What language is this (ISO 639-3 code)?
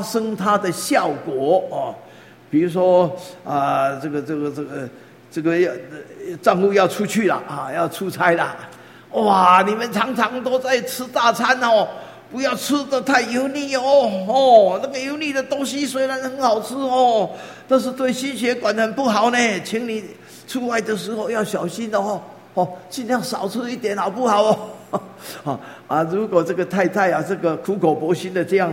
zho